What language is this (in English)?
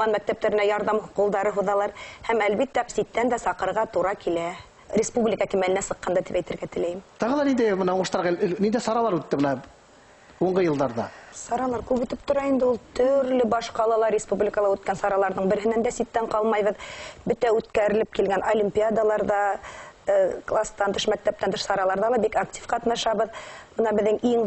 Bashkir